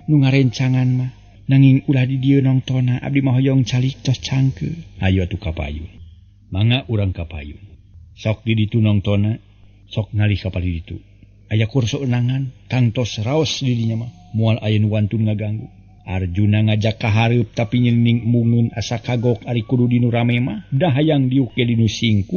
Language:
Sundanese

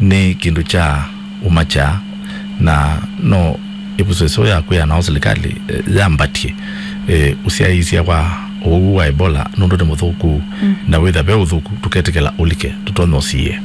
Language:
Kamba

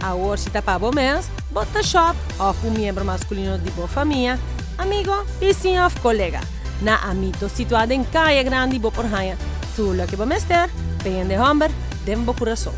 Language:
Papiamento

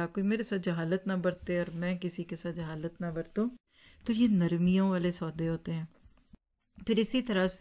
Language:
Urdu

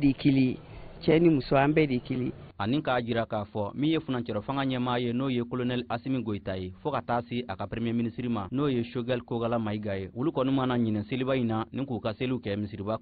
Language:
Bambara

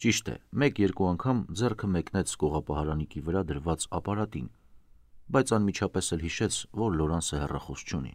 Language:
Armenian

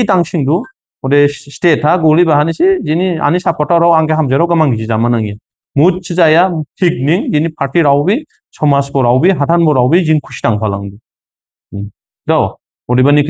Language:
Dimasa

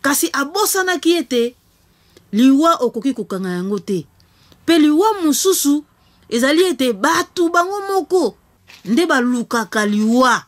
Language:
Lingala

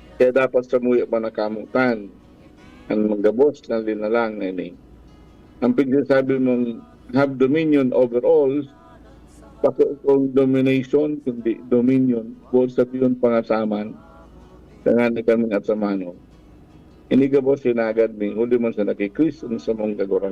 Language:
Bikol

